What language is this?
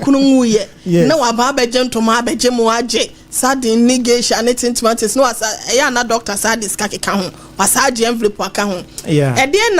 Akan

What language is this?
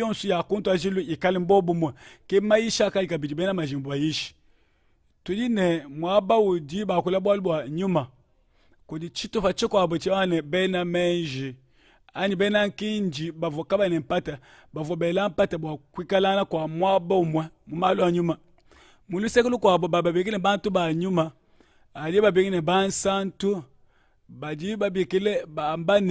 Luba-Lulua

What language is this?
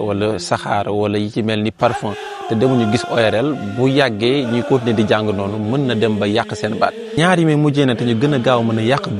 Wolof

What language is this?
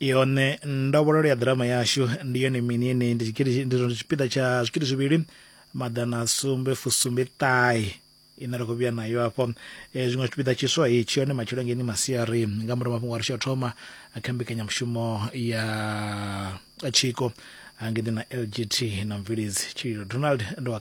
Venda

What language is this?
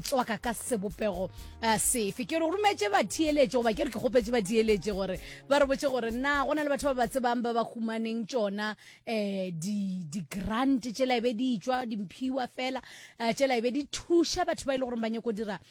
Northern Sotho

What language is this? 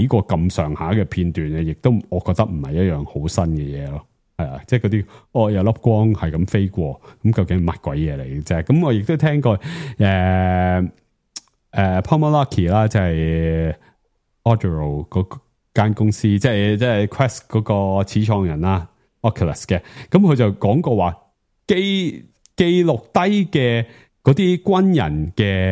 Cantonese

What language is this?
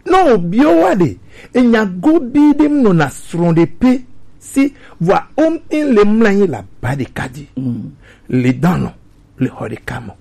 Gen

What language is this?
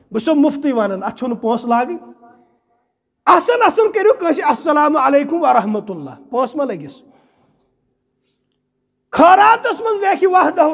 Kashmiri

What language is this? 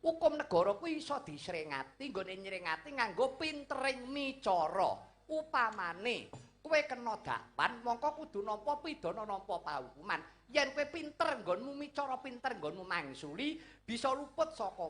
Javanese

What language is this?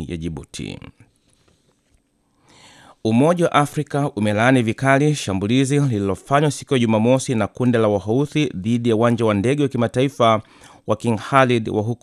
Swahili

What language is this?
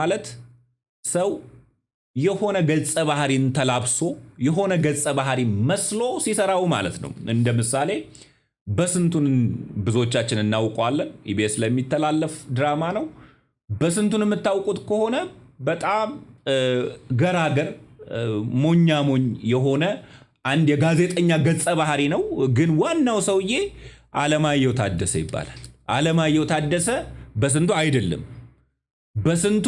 Amharic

